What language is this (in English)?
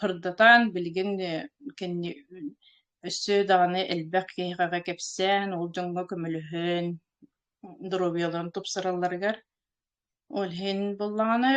Yakut